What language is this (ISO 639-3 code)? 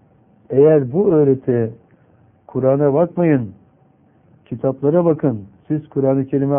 tur